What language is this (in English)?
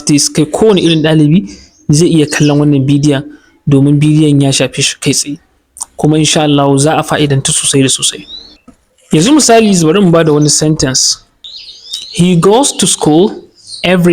Hausa